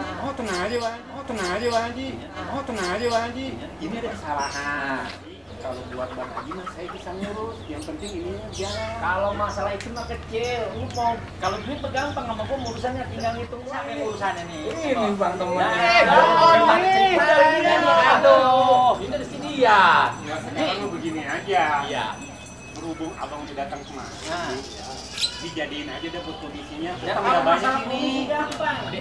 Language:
Betawi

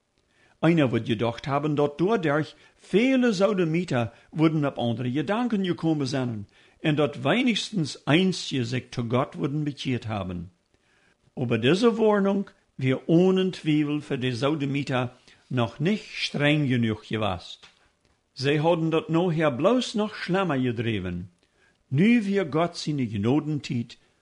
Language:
Plautdietsch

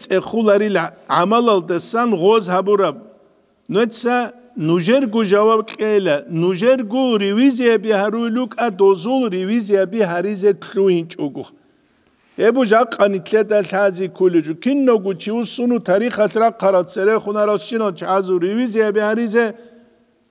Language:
Avaric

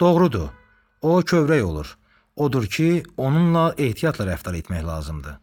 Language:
Azerbaijani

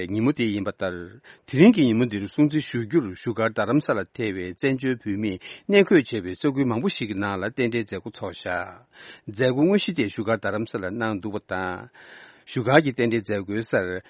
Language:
Tibetan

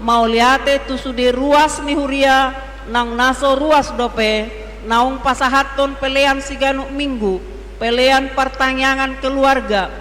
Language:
Batak Toba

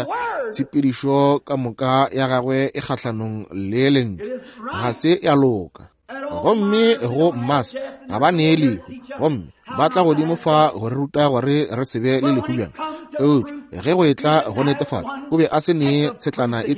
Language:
Northern Sotho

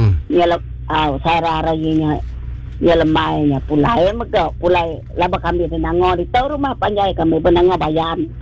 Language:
Iban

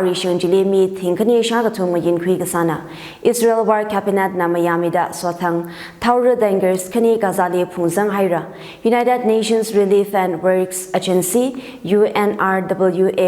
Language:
Tangkhul Naga (India)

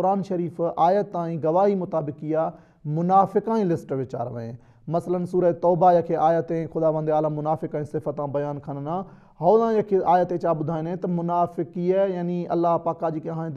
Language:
Sindhi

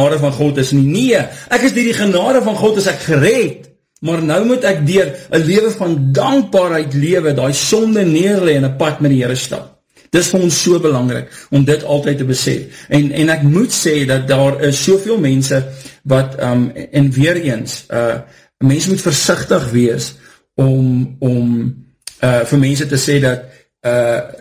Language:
Afrikaans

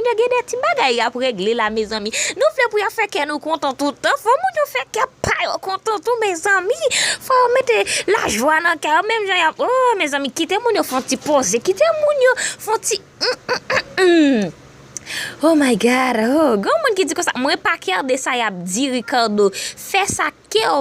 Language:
Haitian Creole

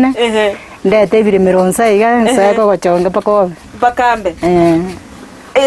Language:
Gusii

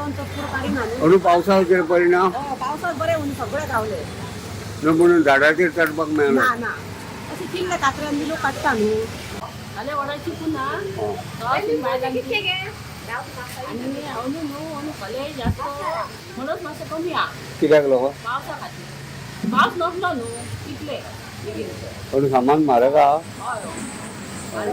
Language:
Konkani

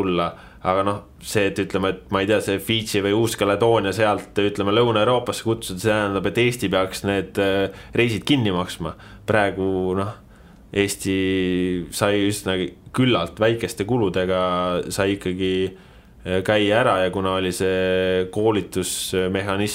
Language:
Estonian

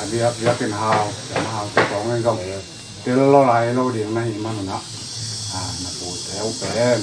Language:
Tedim Chin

